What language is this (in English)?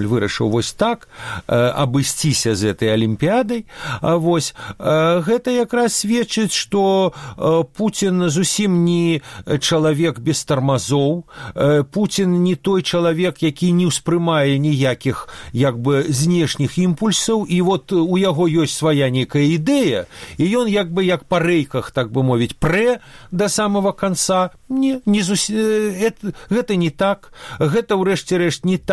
Belarusian